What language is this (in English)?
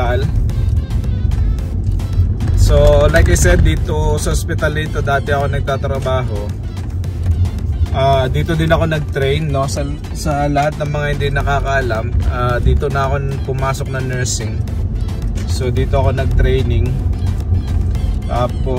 Filipino